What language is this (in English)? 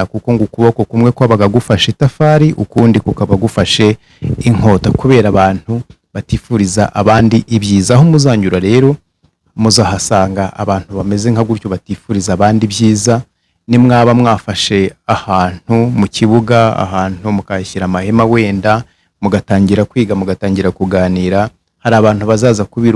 Kinyarwanda